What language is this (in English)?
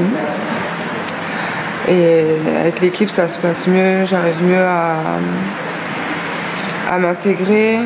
French